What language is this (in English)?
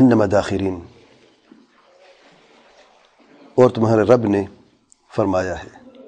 Urdu